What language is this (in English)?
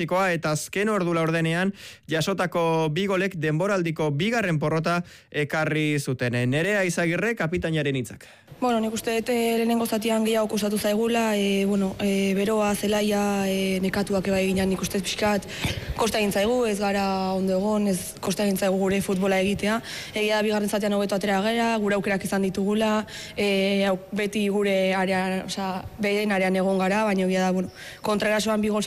Basque